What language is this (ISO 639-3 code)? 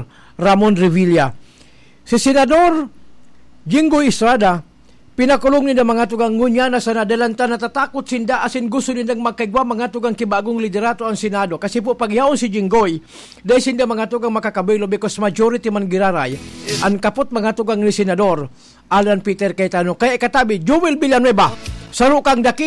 bik